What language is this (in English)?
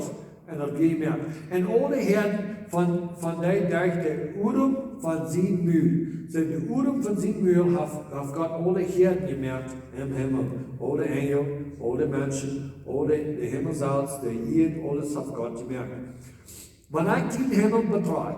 Plautdietsch